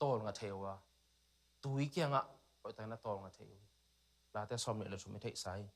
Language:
Tedim Chin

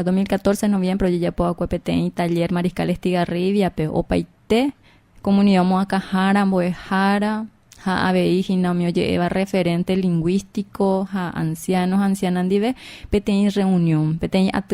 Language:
Guarani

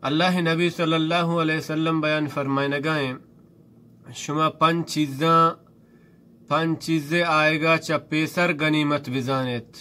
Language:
Baluchi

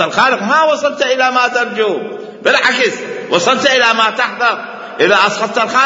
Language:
Mesopotamian Arabic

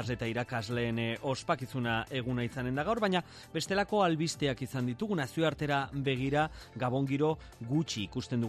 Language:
Basque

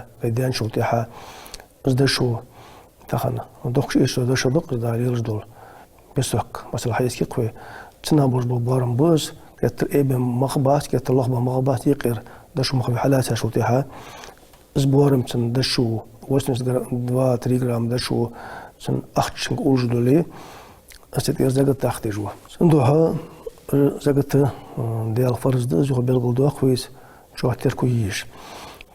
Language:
Ingush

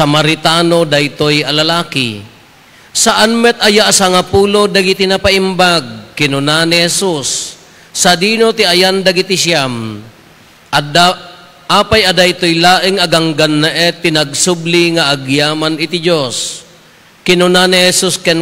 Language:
Iloko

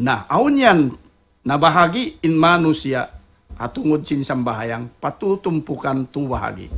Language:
Tausug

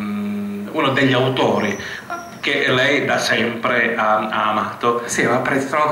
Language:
Italian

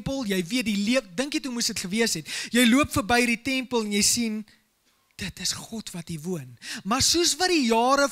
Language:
Afrikaans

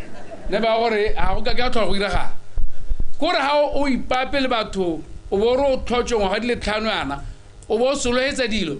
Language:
Tswana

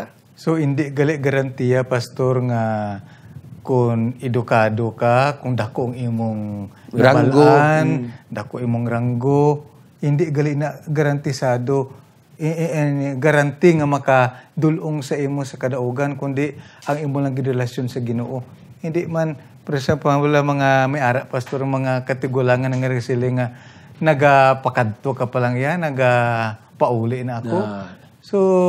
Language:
Hiligaynon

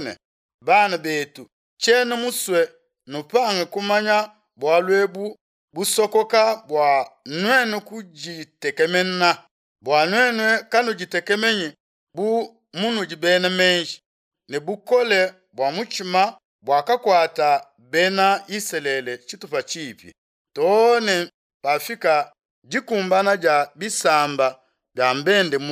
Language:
Luba-Lulua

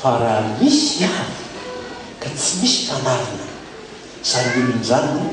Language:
Malagasy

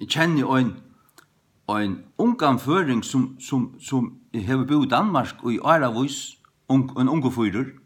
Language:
Faroese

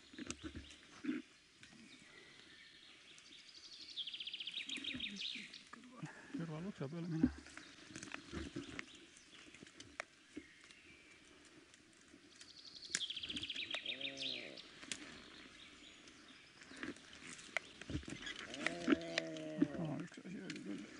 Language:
Estonian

